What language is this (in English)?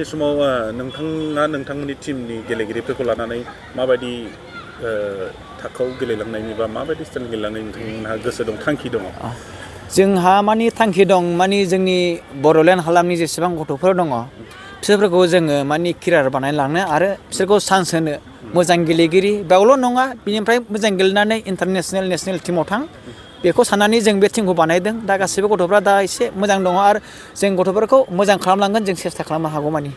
Bodo